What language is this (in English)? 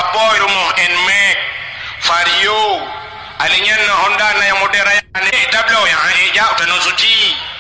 Achinese